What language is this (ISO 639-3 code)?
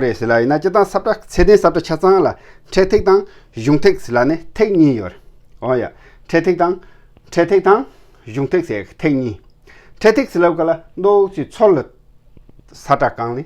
bod